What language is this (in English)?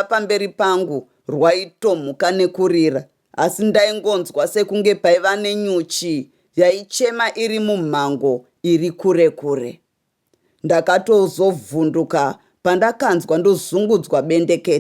Shona